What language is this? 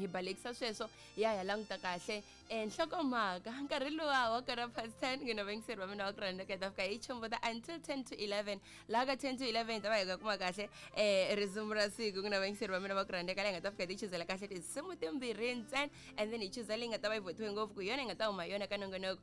Tsonga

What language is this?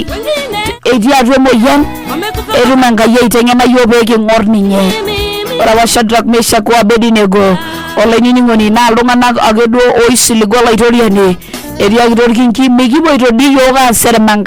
Masai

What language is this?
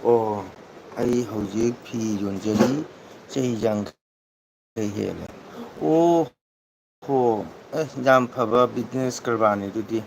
Manipuri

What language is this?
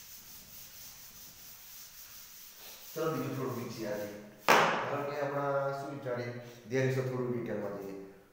Gujarati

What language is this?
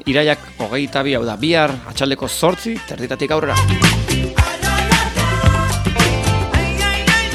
Basque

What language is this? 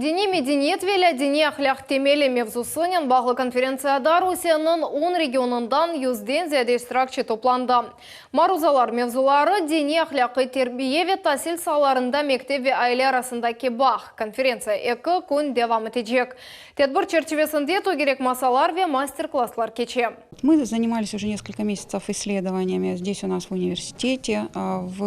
Crimean Tatar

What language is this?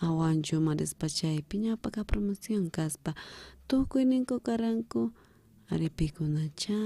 South Bolivian Quechua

